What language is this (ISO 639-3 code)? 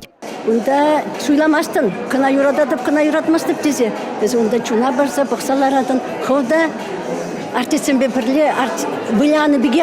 chv